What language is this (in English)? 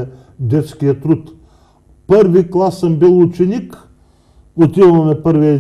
Bulgarian